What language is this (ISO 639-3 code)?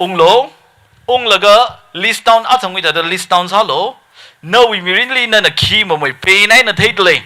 nmf